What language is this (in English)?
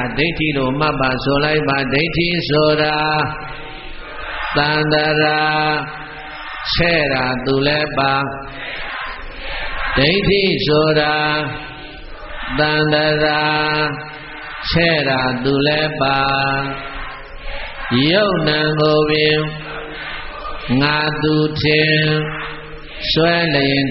Burmese